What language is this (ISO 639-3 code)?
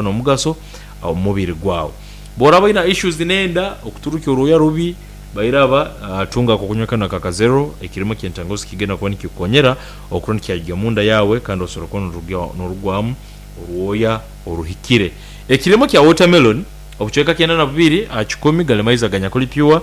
nyo